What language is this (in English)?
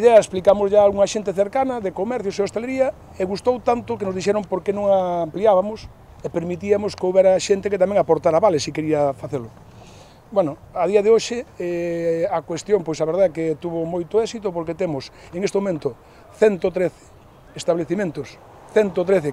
Galician